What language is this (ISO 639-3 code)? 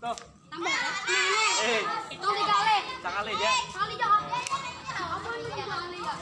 bjn